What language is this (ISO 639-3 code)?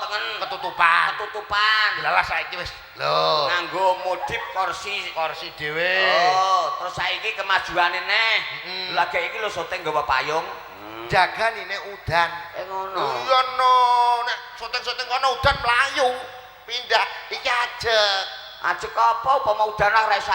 jav